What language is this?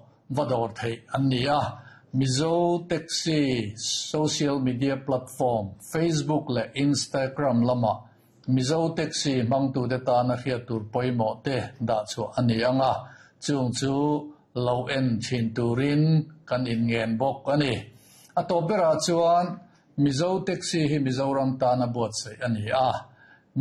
Mizo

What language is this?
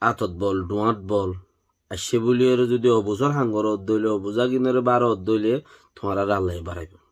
Rohingya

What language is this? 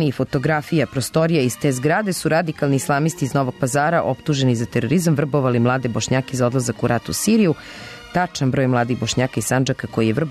Serbian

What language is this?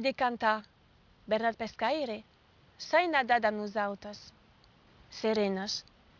Occitan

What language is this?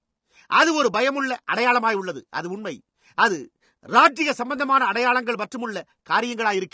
Tamil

